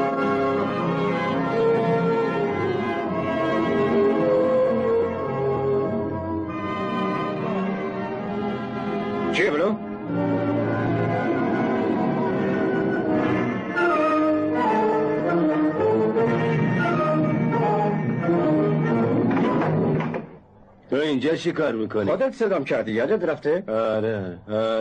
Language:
Persian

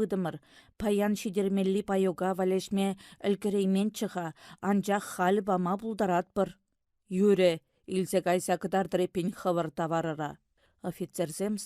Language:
Chuvash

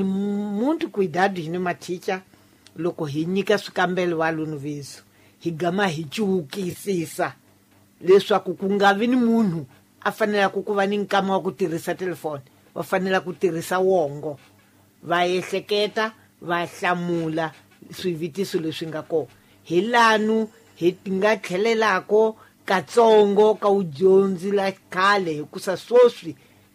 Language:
Tsonga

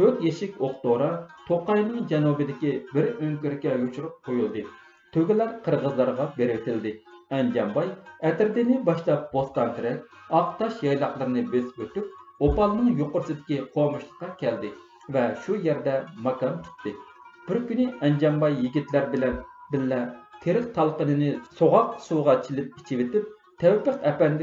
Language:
Uyghur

